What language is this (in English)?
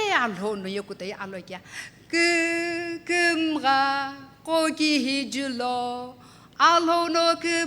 Sumi Naga